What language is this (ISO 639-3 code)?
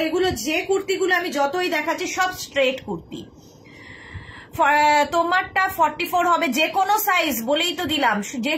ben